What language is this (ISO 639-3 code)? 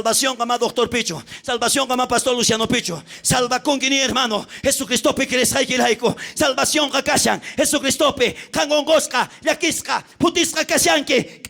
quh